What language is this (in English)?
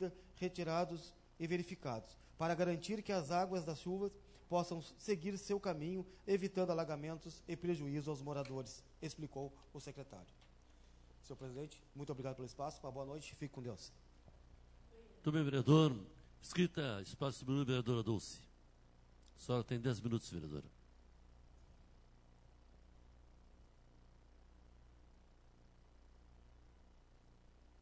Portuguese